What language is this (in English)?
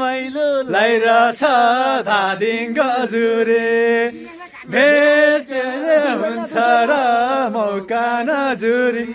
Nepali